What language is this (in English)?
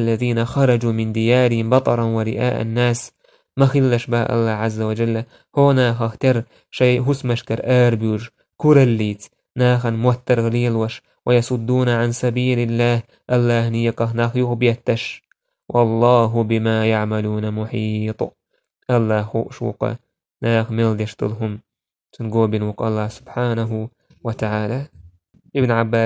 Chechen